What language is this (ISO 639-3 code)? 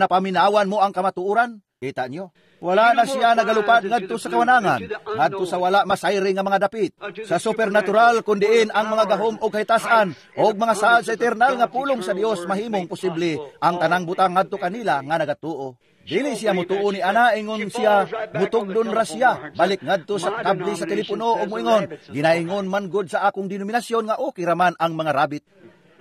ceb